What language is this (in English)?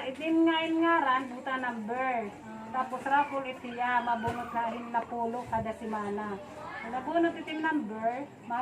Waray